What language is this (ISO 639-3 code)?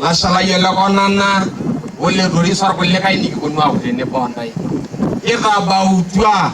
mas